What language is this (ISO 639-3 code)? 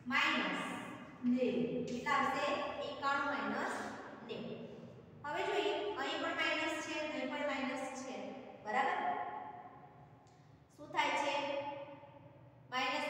guj